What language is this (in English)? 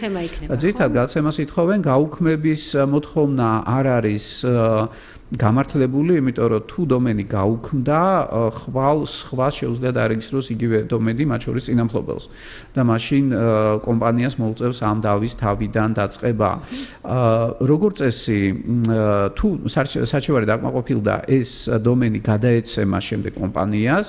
Georgian